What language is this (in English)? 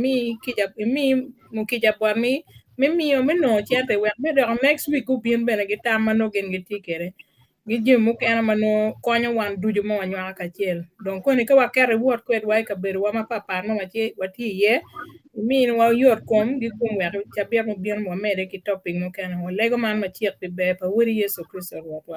Acoli